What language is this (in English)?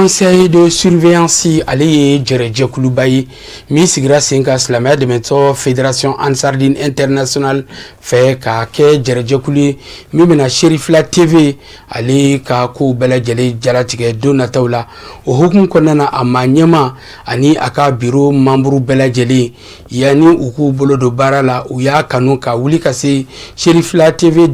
Bambara